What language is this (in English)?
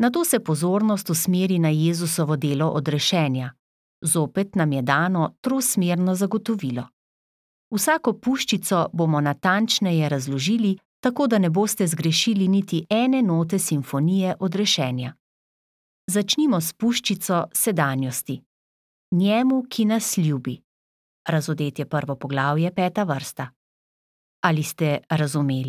Slovenian